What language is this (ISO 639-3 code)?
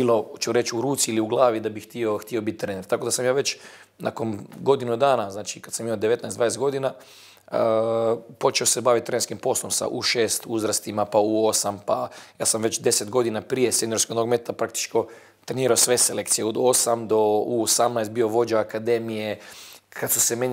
bos